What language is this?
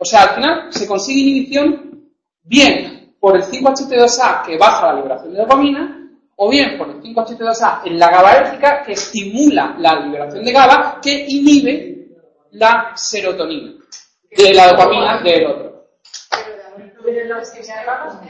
Spanish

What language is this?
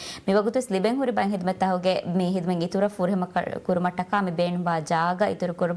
Divehi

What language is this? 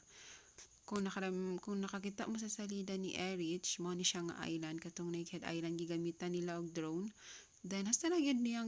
Cebuano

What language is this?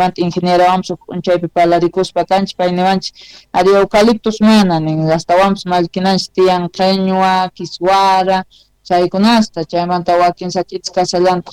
South Bolivian Quechua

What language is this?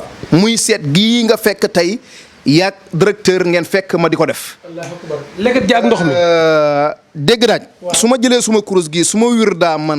Wolof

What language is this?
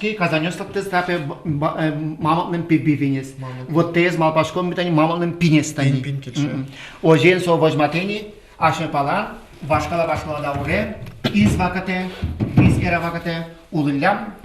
Udmurt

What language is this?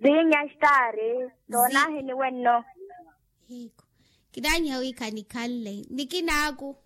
Makhuwa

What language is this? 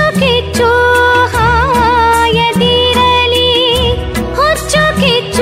Kannada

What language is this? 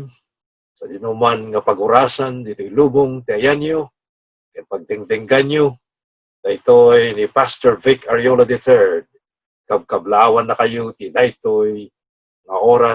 Iloko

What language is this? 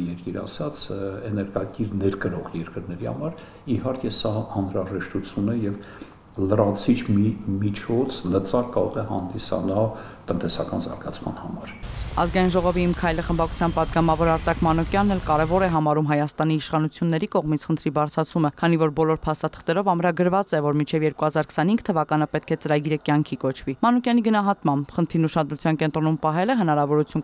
Armenian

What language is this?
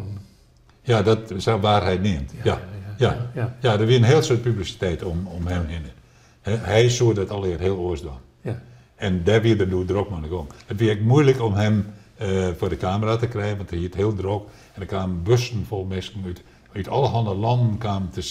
Western Frisian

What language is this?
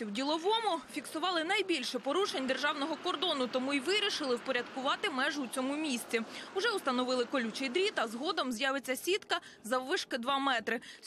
Ukrainian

